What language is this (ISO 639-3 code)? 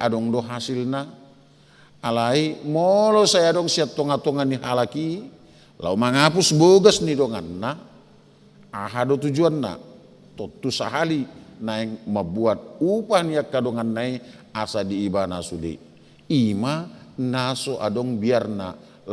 bbc